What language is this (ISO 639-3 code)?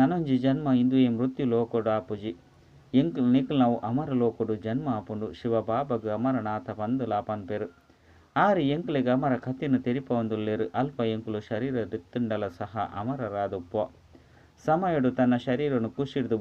tcy